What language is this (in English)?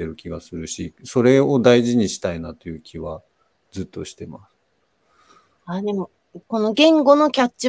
Japanese